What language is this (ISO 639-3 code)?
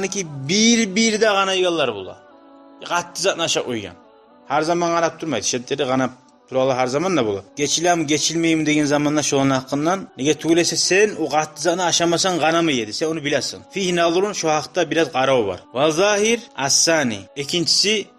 kum